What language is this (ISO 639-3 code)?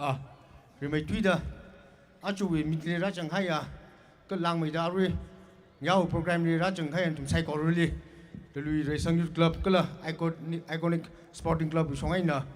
nmf